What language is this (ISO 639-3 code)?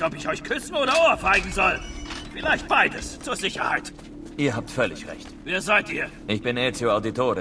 bar